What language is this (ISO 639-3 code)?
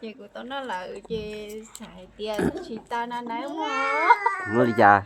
hmn